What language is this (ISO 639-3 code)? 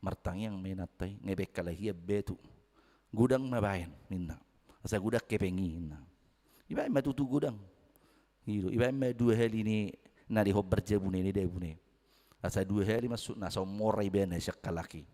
bbc